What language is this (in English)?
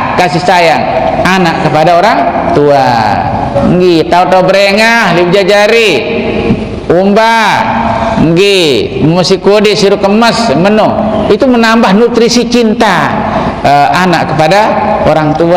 Sasak